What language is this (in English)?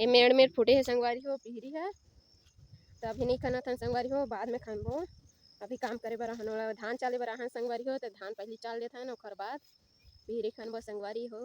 Chhattisgarhi